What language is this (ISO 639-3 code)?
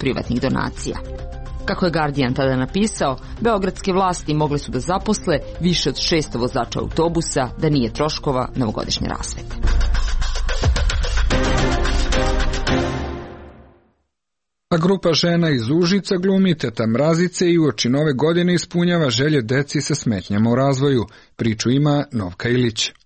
srp